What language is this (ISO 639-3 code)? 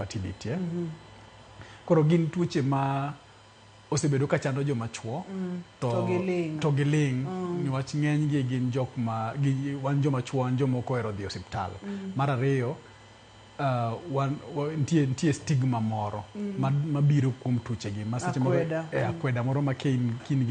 luo